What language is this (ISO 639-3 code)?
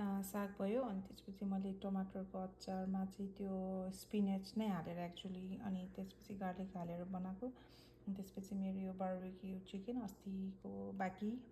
nep